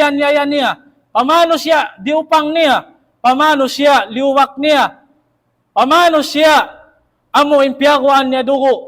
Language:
Tausug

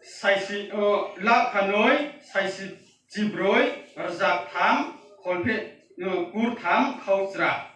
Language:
Riang (India)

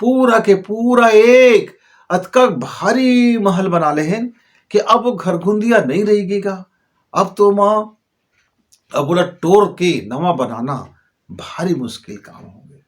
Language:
Chhattisgarhi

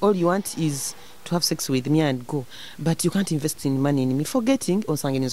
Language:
Nyoro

